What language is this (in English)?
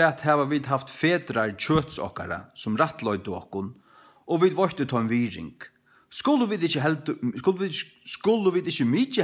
Faroese